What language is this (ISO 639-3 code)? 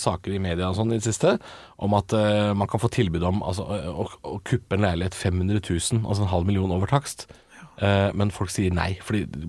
nor